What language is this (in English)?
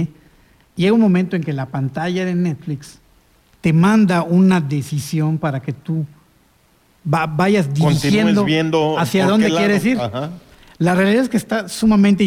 Spanish